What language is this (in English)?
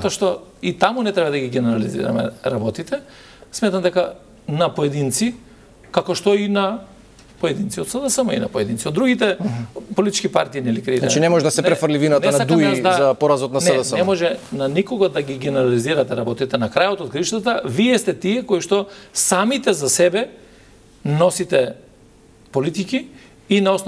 Macedonian